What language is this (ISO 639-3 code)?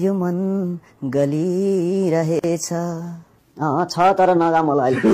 nep